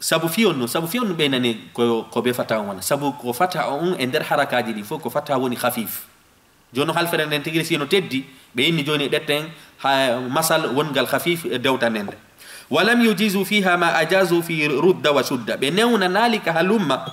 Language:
Fula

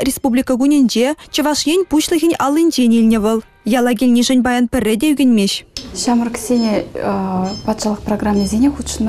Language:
Chuvash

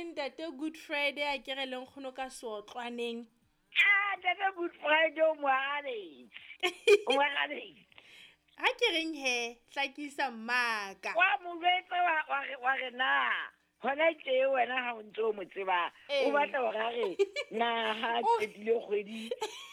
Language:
Southern Sotho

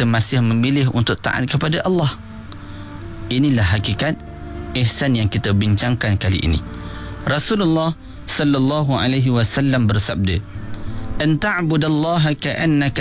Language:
Malay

